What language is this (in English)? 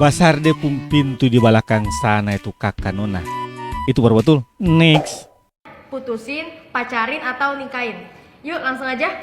Ambonese Malay